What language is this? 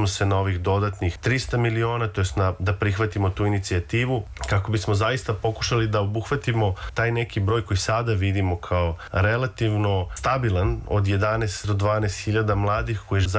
Serbian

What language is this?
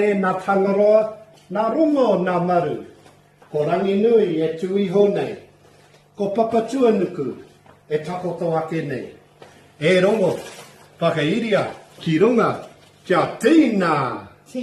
Māori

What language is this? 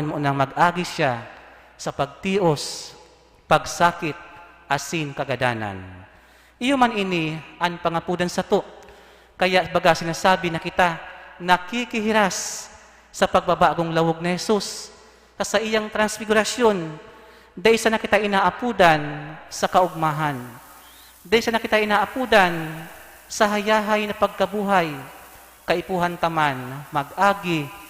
Bikol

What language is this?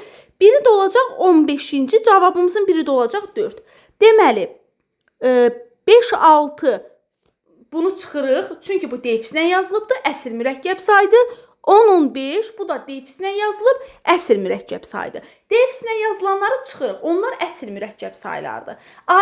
Azerbaijani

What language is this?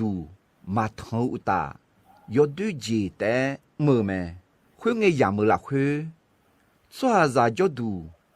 Akha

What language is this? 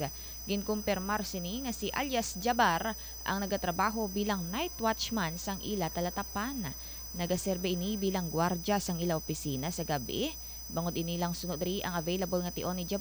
Hiligaynon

